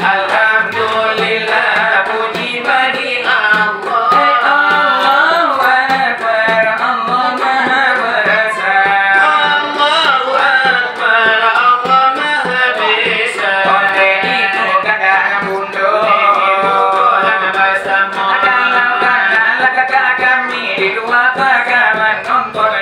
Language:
Minangkabau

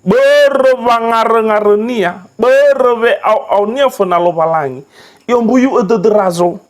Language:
Nias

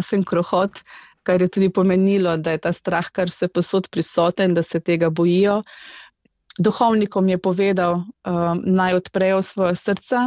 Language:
Slovenian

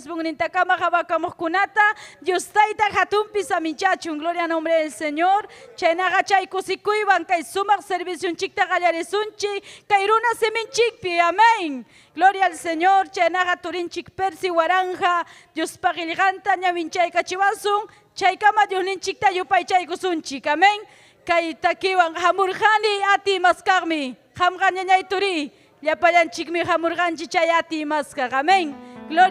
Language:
Ayacucho Quechua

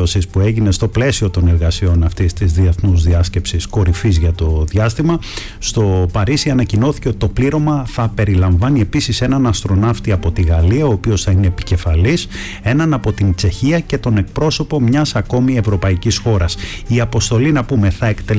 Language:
Greek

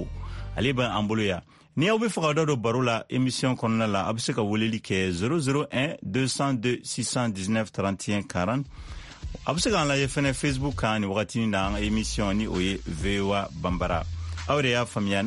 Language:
Bambara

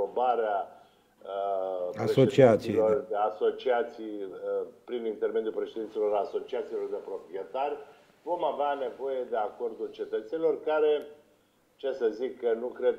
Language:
Romanian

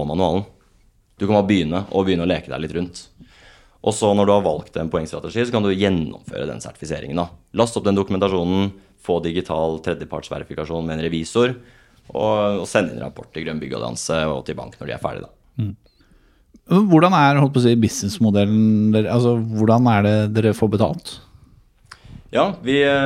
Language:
Norwegian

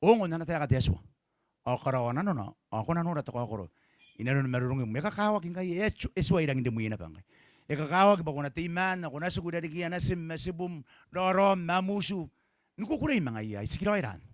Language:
Gilbertese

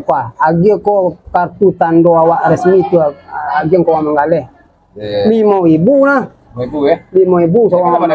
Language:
Minangkabau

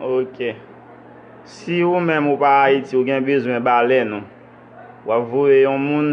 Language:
Haitian Creole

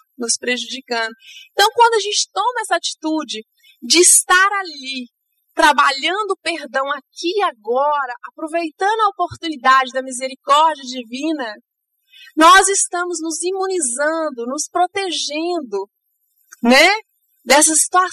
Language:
Portuguese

